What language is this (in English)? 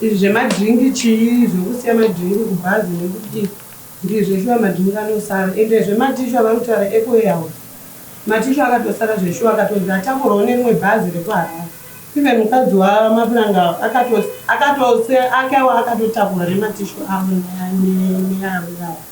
Shona